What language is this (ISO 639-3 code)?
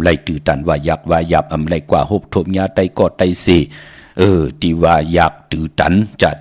shn